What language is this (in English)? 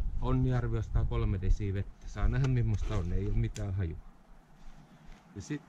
Finnish